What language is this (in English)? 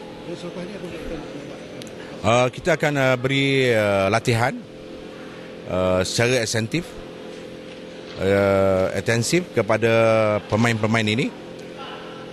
Malay